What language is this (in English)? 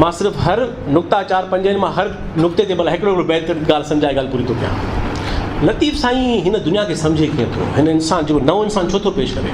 Sindhi